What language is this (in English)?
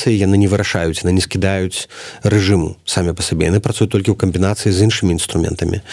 Belarusian